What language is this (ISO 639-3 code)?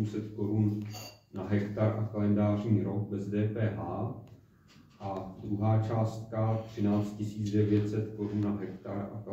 ces